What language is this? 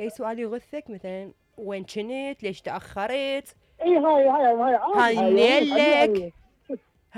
Mesopotamian Arabic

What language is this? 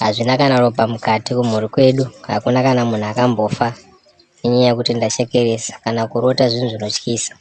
Shona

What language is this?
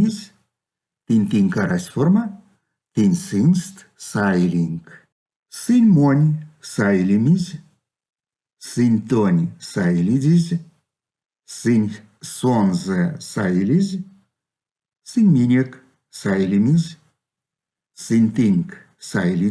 Erzya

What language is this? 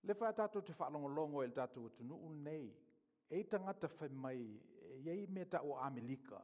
Samoan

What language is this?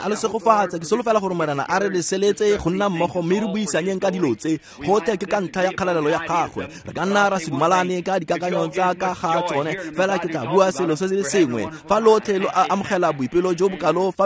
Tswana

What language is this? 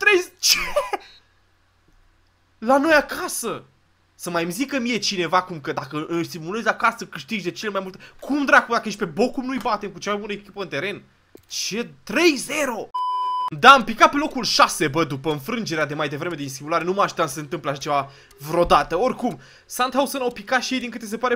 Romanian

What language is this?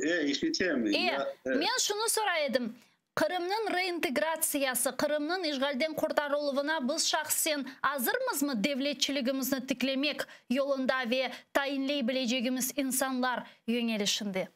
Crimean Tatar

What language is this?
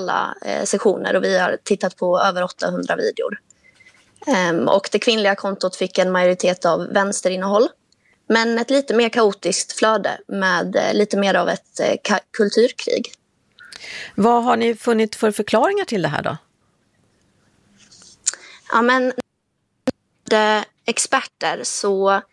Swedish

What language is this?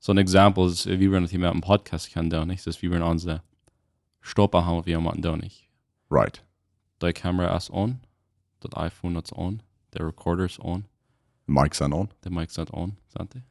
Plautdietsch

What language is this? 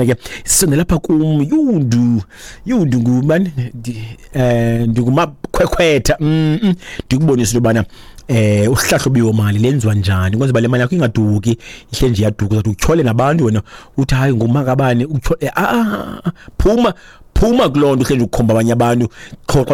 Xhosa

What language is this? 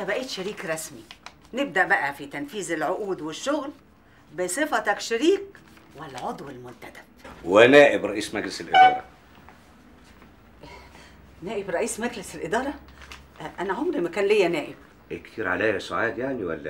Egyptian Arabic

